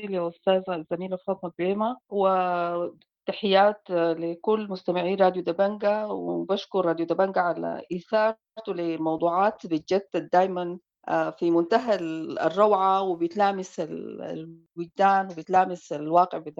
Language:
Sudanese Arabic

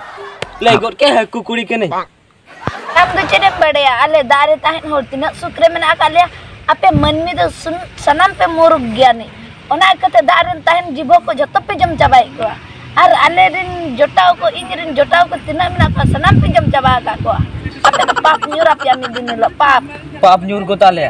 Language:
Santali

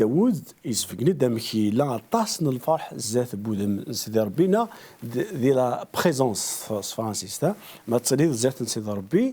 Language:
Kabyle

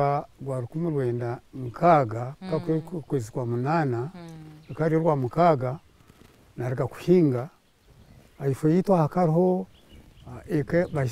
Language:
Nyankole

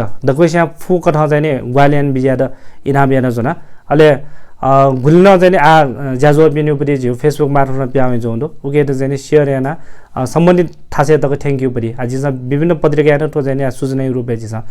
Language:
Newari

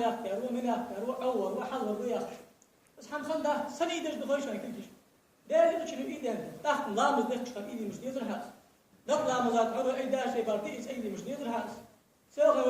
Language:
Ingush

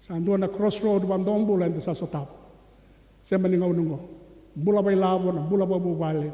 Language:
Fijian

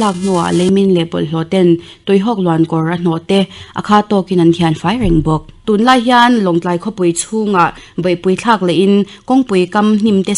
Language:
Mizo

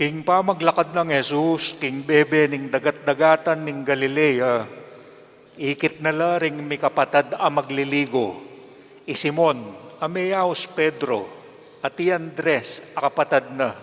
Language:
Pampanga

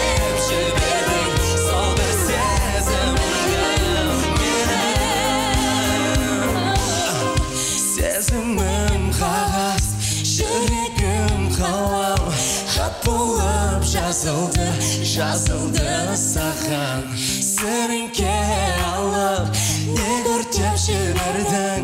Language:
Kazakh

